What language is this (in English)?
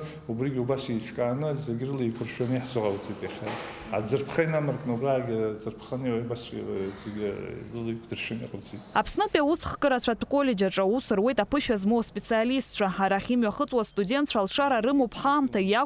Abkhazian